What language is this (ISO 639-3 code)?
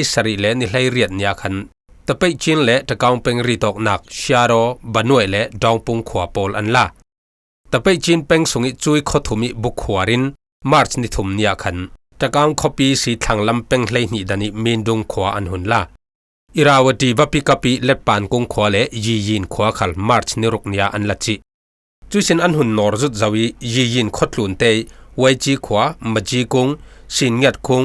cfm